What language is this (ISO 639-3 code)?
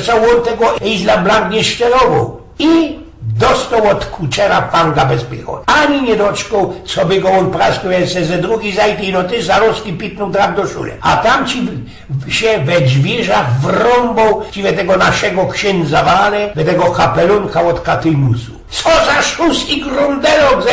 szl